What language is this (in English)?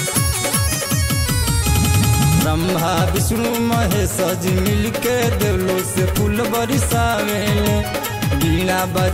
Bhojpuri